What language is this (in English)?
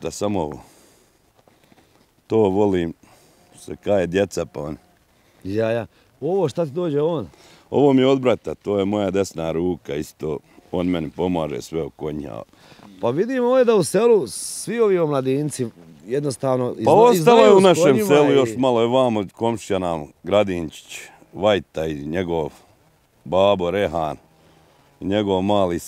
Bosnian